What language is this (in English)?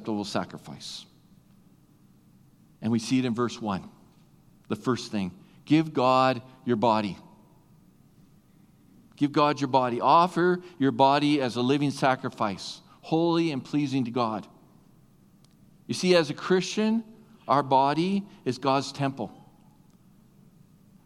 English